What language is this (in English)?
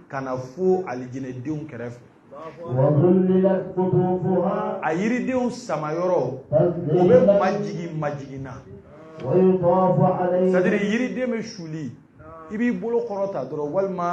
Bambara